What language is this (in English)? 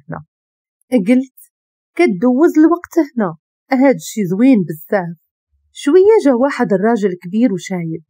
Moroccan Arabic